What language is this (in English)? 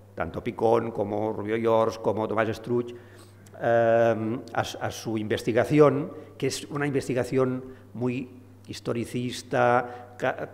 Spanish